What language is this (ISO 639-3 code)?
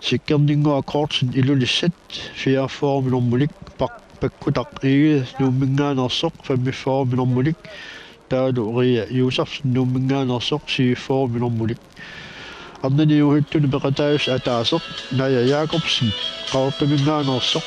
kal